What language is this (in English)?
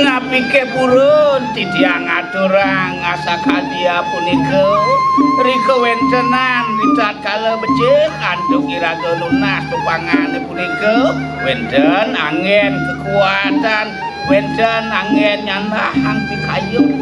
Balinese